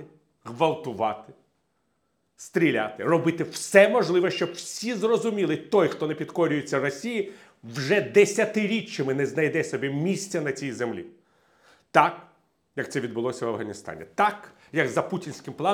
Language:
Ukrainian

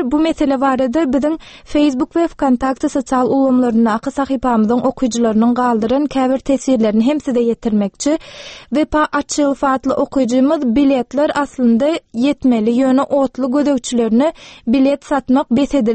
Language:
Turkmen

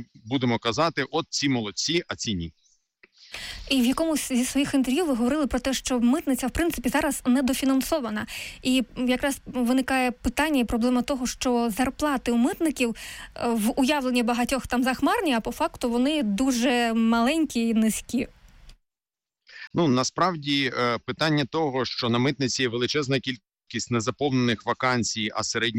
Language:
Ukrainian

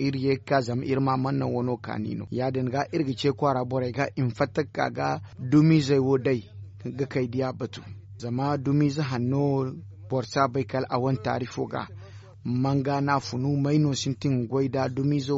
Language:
Zarma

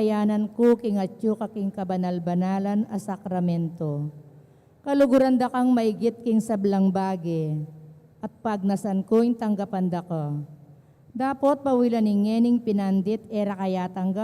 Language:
Pampanga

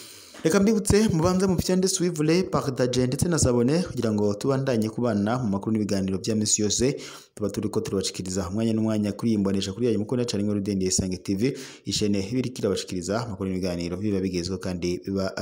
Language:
Rundi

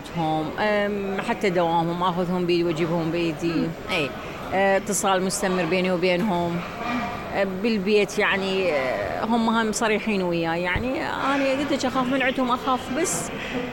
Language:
Mesopotamian Arabic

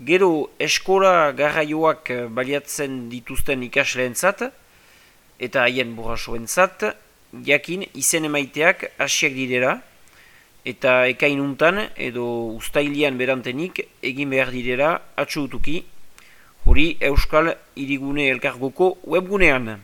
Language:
Basque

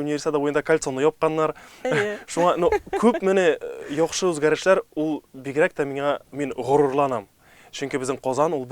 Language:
Tatar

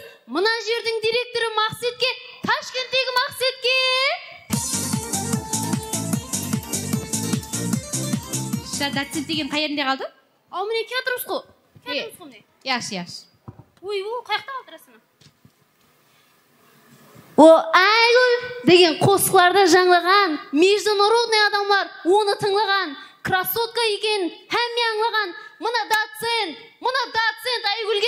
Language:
Kara-Kalpak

